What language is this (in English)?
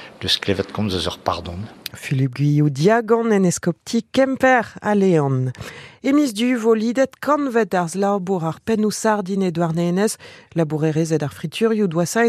Breton